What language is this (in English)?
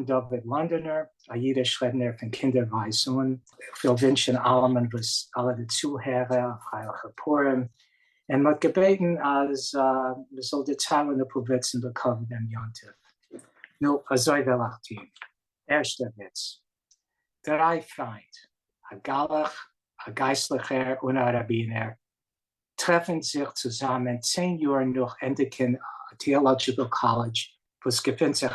Yiddish